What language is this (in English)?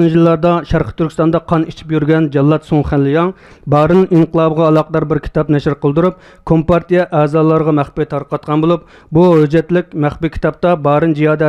Uyghur